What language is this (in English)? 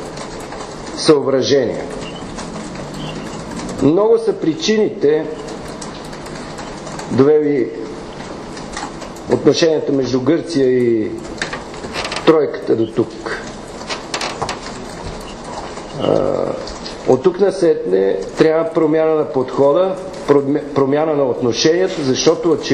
Bulgarian